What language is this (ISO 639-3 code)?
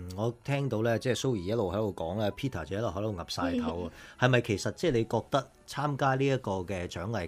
yue